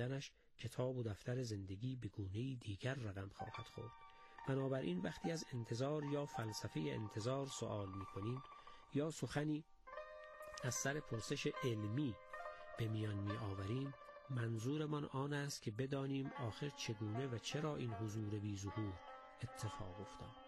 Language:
Persian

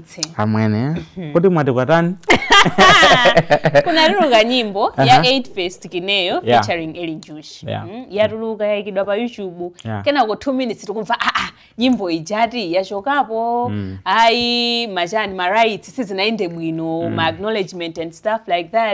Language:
Nyanja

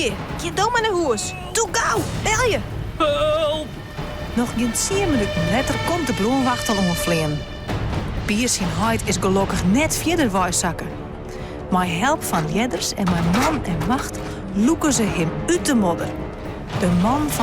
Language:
Western Frisian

